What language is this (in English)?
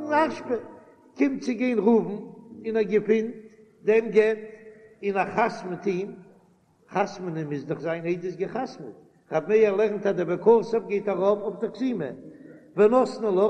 Yiddish